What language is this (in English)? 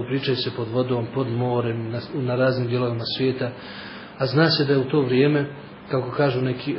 Bosnian